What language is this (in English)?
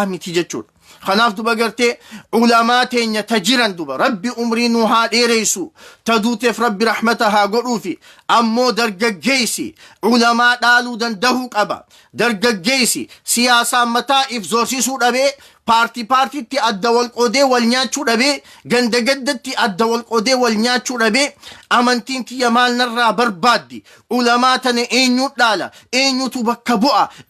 Oromo